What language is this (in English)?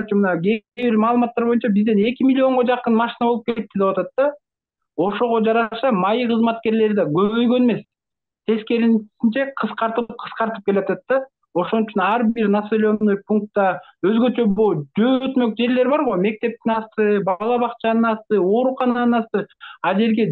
Kyrgyz